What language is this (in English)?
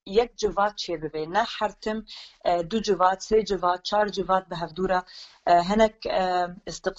Kurdish